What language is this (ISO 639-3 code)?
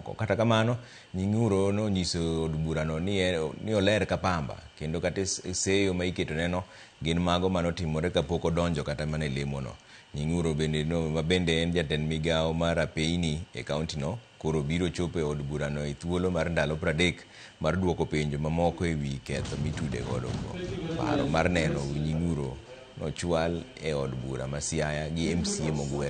luo